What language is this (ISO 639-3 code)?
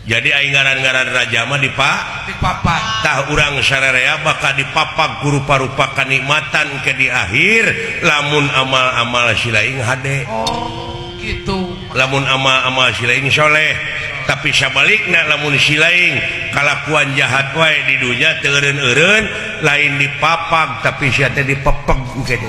sun